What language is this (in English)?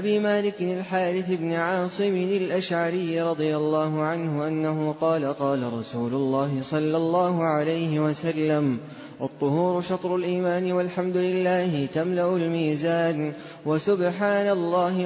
Arabic